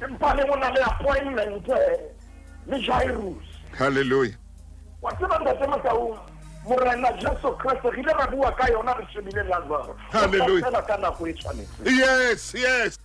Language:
Southern Sotho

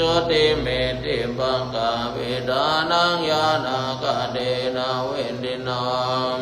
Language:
Pali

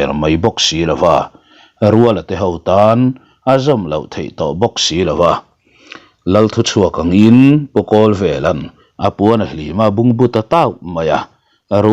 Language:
Mizo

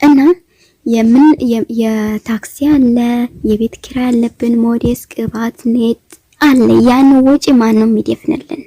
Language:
Amharic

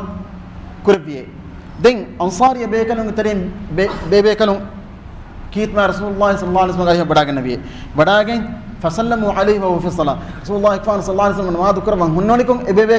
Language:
Divehi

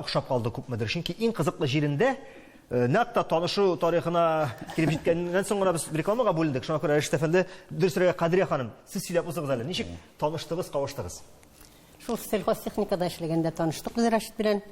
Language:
Tatar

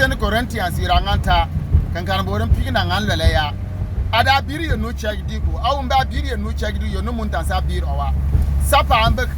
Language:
Bimoba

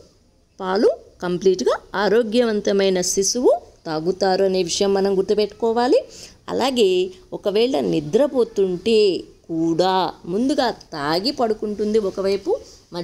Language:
Telugu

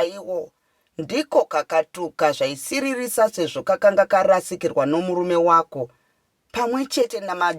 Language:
Shona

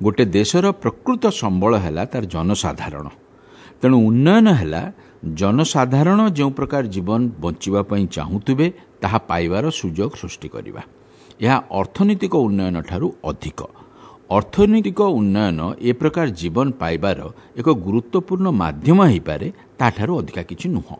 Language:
Odia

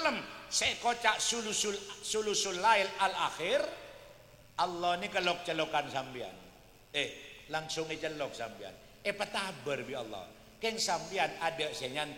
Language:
Madurese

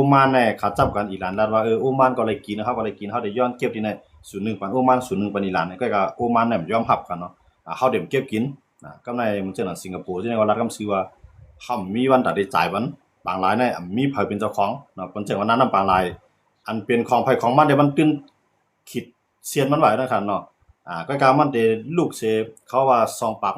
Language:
Shan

